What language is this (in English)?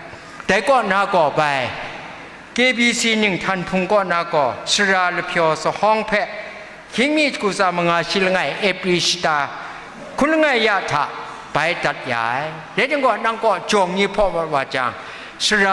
Kachin